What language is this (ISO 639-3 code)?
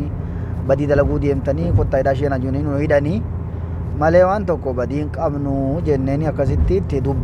orm